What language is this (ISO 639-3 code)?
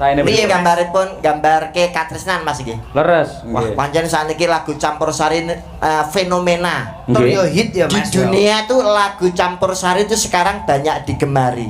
jav